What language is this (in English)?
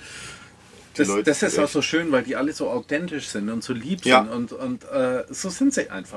German